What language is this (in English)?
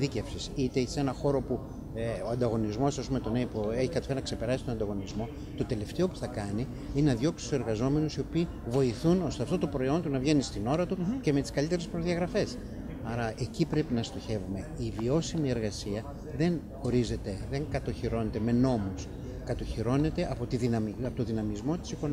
Greek